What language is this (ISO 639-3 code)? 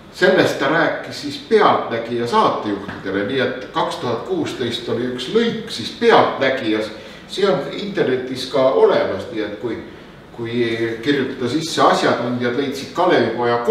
est